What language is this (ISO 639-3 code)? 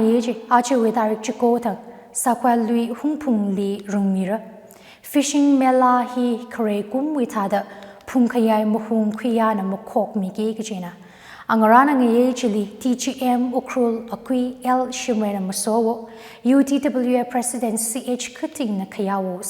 nmf